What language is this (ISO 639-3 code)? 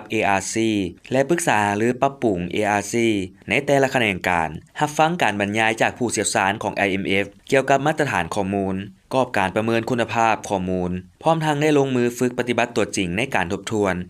lao